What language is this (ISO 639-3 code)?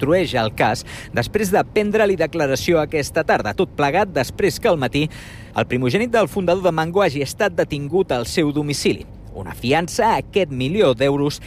cat